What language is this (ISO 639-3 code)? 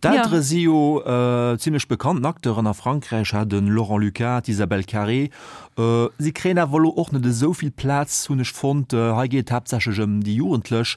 ltz